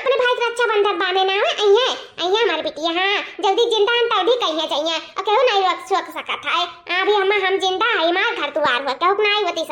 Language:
Awadhi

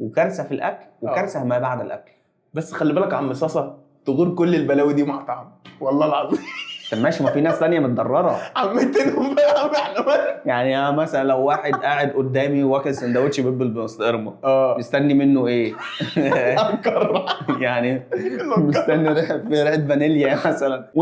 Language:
Egyptian Arabic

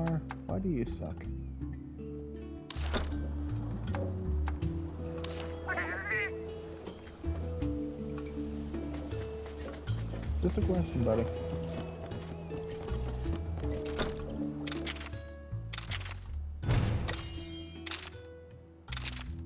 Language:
English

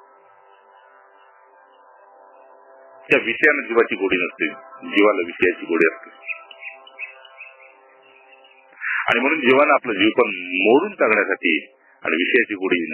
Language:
Marathi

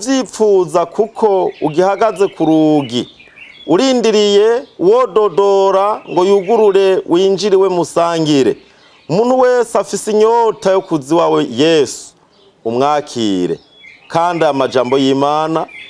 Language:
Rundi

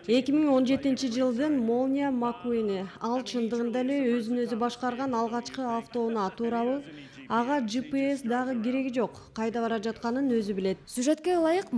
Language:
Kyrgyz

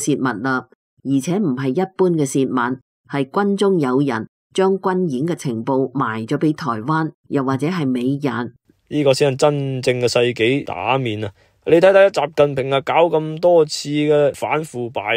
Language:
Cantonese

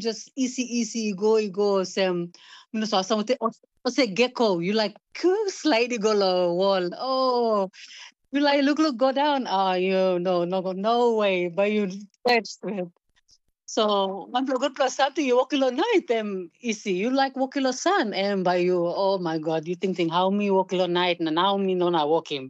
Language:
Tok Pisin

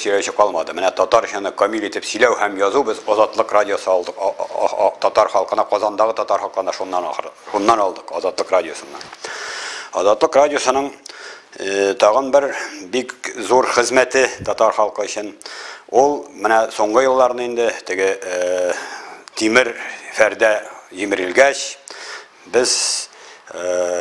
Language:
Tatar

